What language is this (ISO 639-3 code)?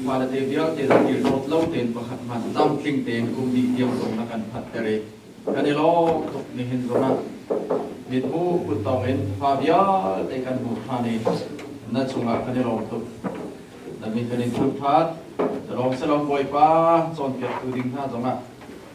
cnh